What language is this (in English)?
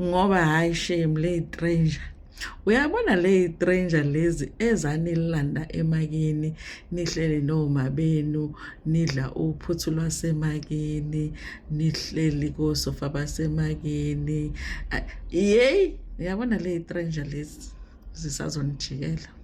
Zulu